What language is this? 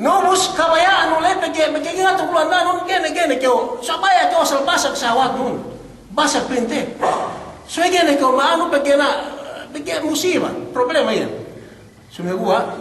Yakan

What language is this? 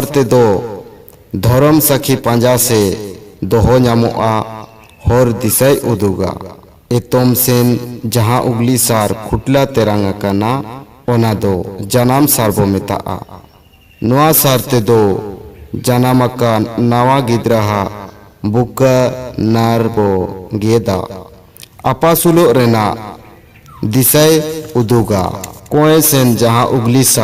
Santali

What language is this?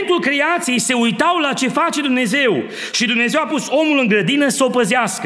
Romanian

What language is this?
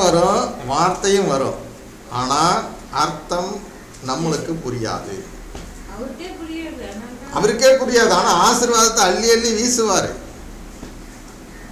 Tamil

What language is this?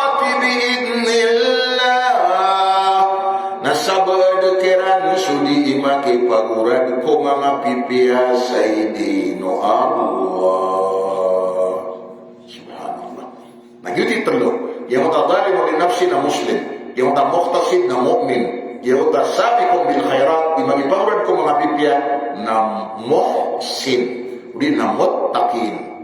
Maranao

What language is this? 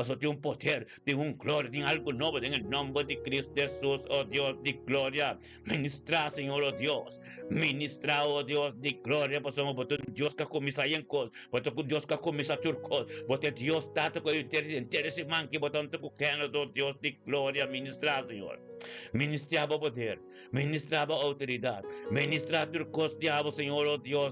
Papiamento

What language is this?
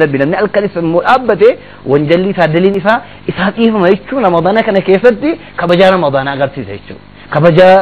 Oromo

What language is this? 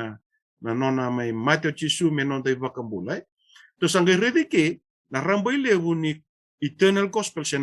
Fijian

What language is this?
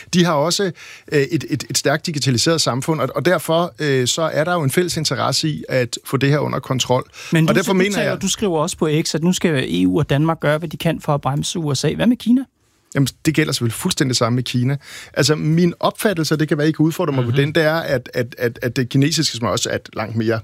Danish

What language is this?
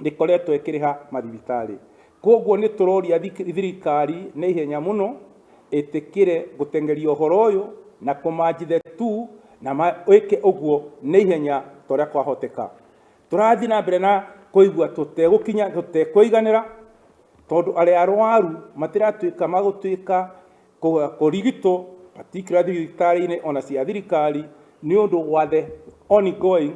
Kikuyu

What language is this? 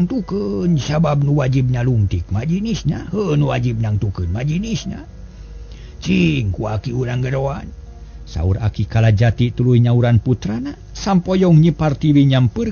Sundanese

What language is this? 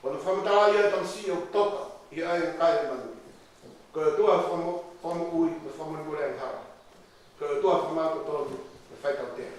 Tongan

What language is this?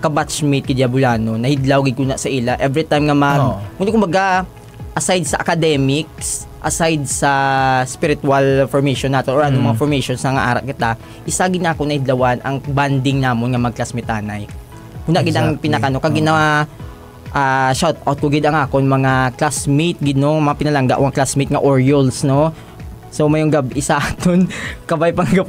Hiligaynon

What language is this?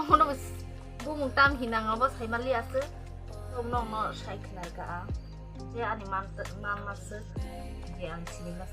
Kok Borok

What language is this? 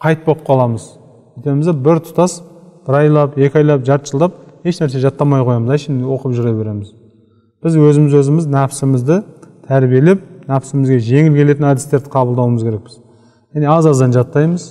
Kazakh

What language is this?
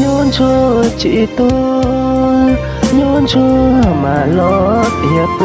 Hmong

